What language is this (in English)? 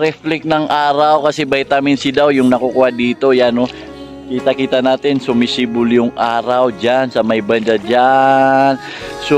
Maranao